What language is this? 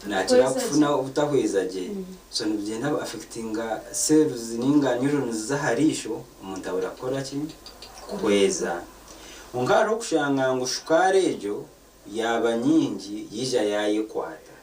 Nyankole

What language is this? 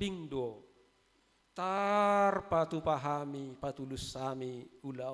Batak Toba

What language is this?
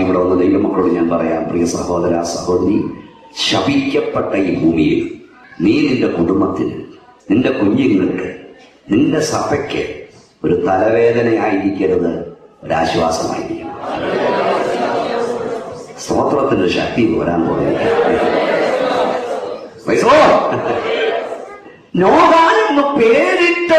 Malayalam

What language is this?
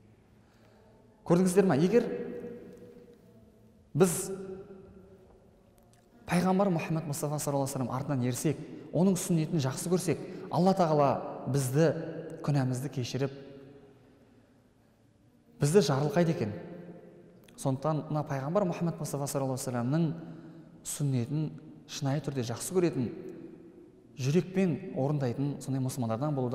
Kazakh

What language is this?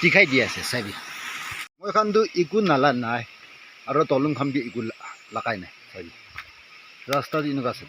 Naga Pidgin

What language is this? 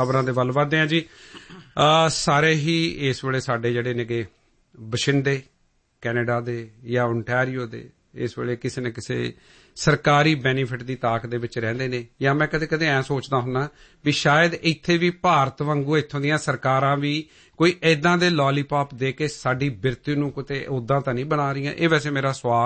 Punjabi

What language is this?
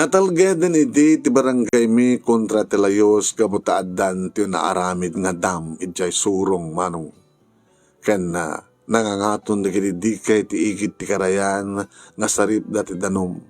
Iloko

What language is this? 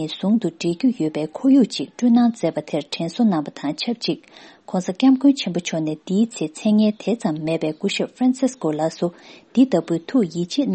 Tibetan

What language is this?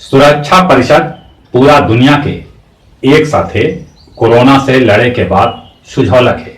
Magahi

